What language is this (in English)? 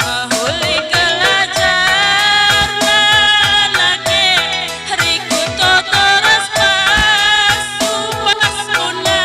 Batak Karo